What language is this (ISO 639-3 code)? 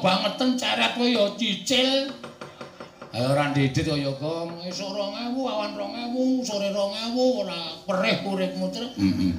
jav